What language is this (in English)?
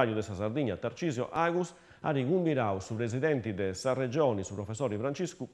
Sardinian